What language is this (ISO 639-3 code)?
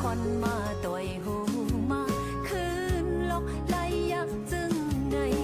shn